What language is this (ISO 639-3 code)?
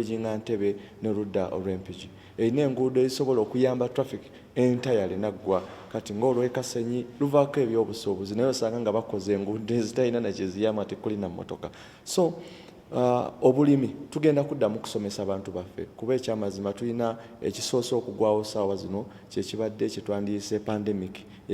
lug